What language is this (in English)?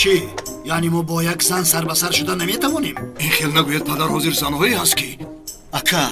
Tajik